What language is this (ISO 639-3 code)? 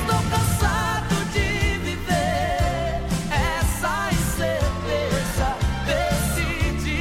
por